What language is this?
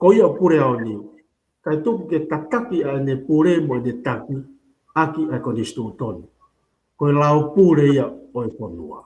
Tongan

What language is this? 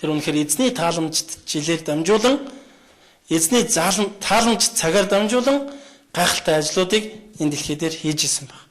Mongolian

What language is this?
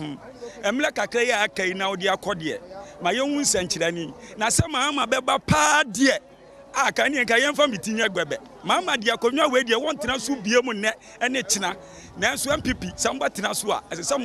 Akan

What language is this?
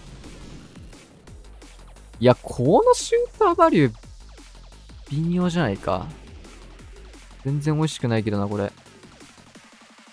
Japanese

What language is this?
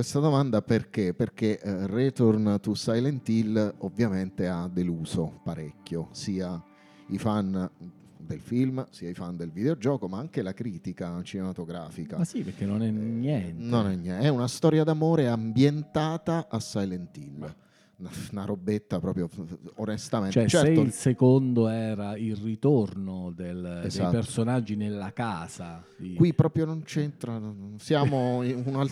Italian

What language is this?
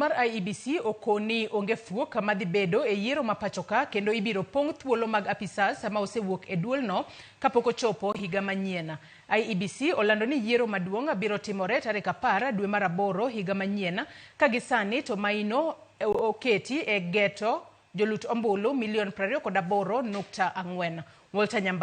Luo (Kenya and Tanzania)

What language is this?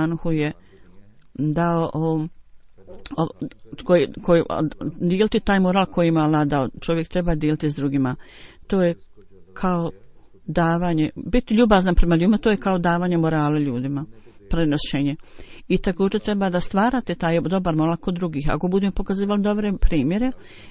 Bosnian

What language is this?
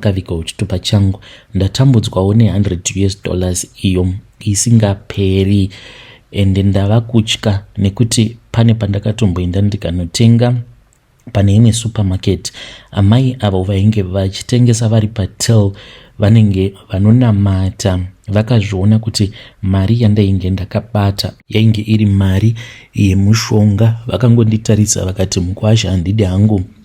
Shona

